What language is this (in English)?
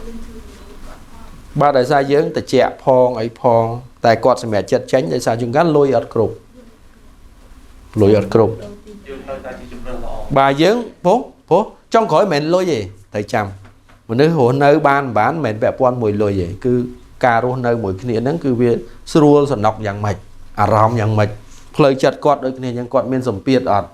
Khmer